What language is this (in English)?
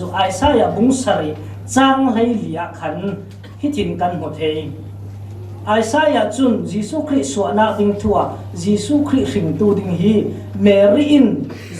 Falam Chin